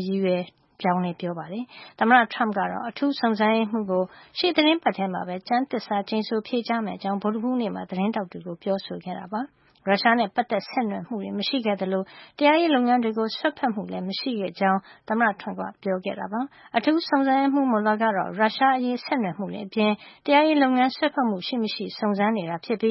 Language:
Burmese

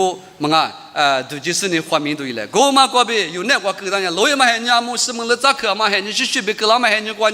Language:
Lisu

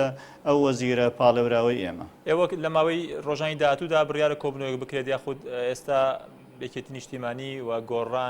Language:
Central Kurdish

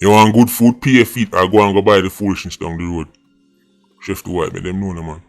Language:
Jamaican Creole English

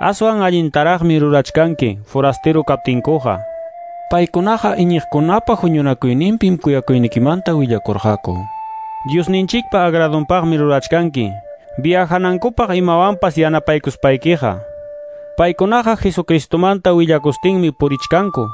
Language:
Quechua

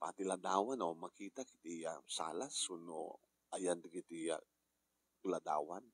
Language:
Iloko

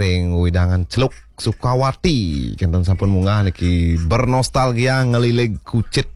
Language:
Balinese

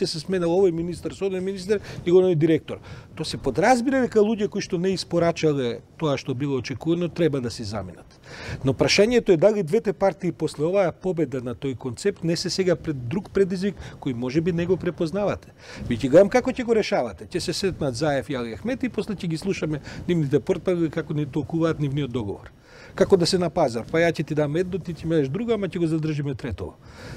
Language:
Macedonian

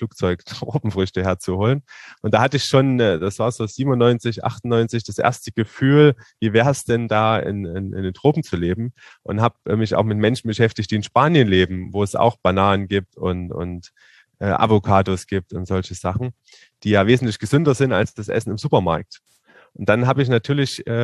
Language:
German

